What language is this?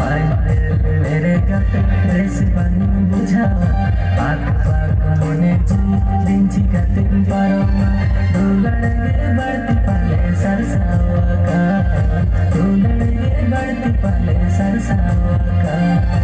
Santali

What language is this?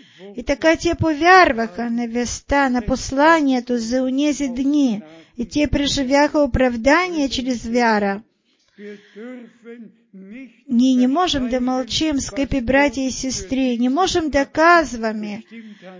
Bulgarian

